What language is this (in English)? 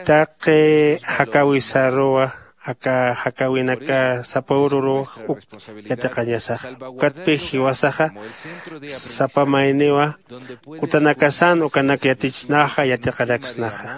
Aymara